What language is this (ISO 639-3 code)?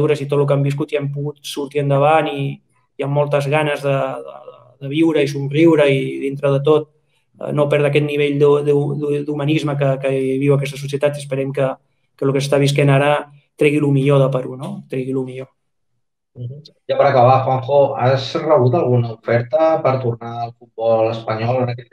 cat